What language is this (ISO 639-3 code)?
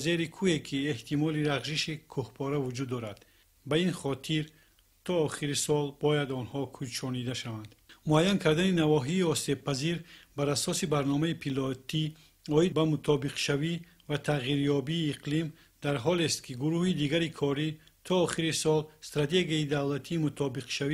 tgk